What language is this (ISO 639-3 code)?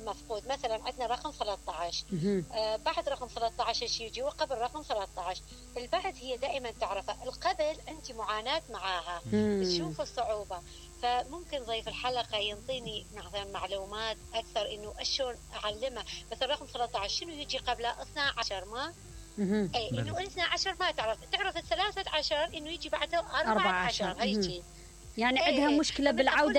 acm